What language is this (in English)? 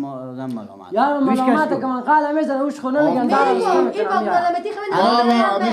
Persian